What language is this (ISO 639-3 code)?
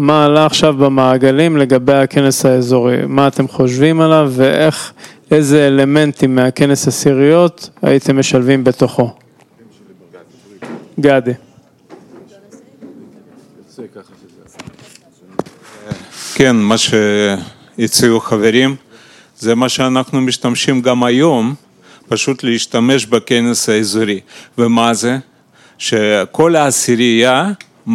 heb